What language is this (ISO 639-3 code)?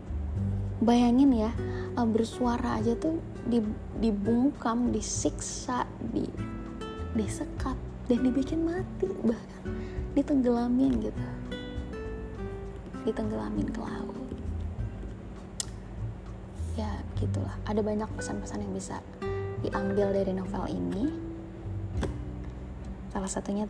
ind